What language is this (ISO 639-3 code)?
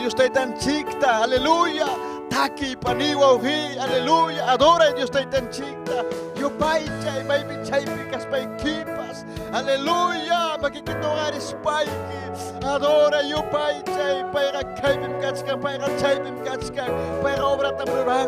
quy